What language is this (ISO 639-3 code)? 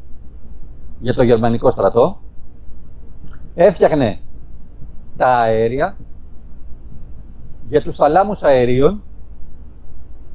ell